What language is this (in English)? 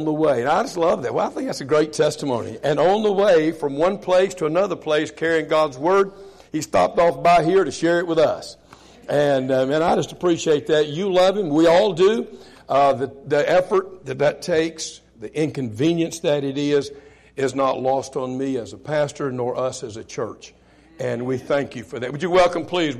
English